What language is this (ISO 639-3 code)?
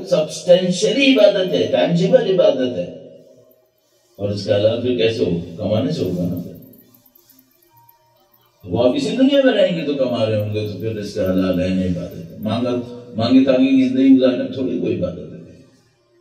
urd